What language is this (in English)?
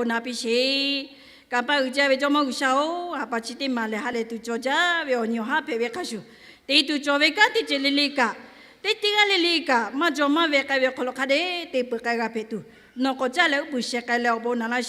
Lahu